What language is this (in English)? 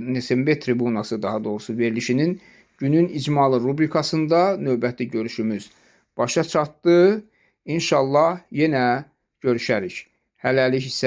Azerbaijani